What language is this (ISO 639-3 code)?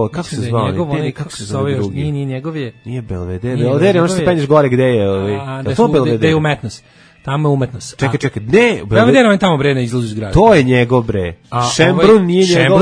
srp